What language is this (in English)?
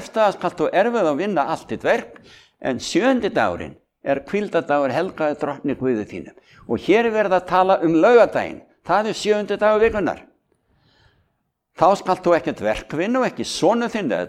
Icelandic